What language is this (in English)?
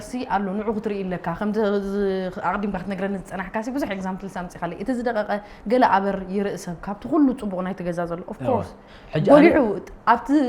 Tigrinya